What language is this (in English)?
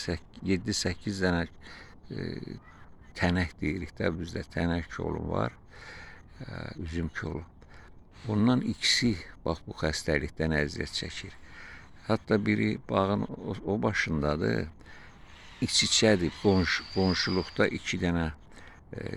Azerbaijani